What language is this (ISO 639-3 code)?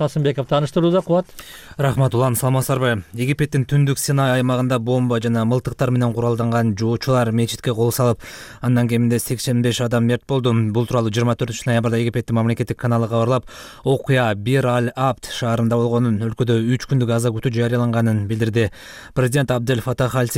kir